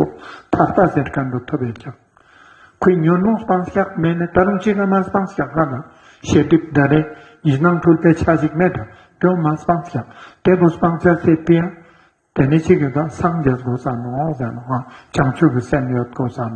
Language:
Ladakhi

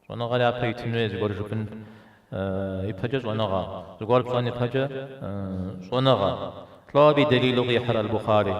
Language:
Kabardian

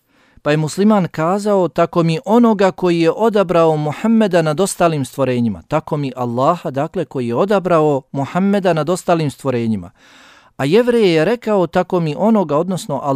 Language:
Bosnian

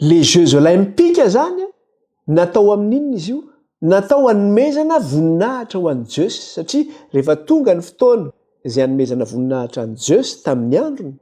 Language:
Malagasy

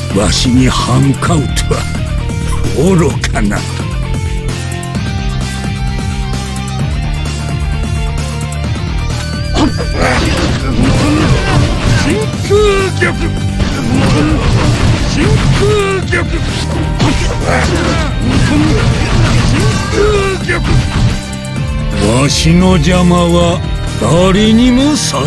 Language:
Japanese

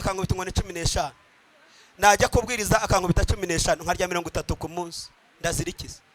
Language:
Kinyarwanda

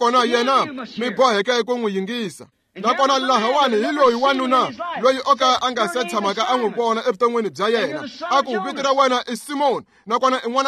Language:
Tsonga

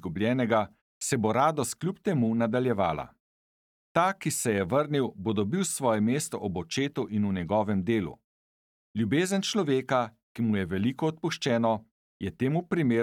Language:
Slovenian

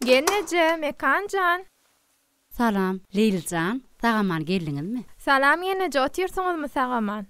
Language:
Turkmen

